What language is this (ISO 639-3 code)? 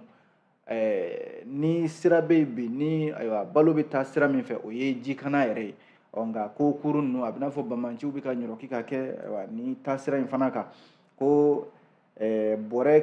bam